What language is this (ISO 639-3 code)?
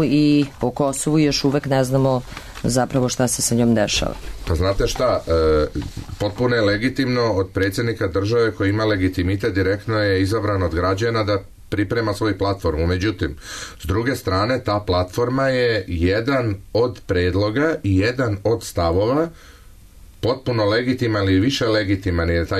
srp